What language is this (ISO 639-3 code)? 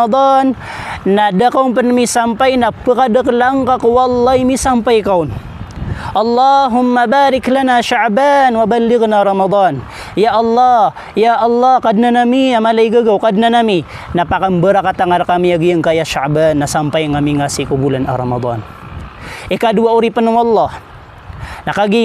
mrw